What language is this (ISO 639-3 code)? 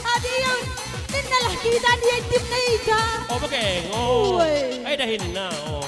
btx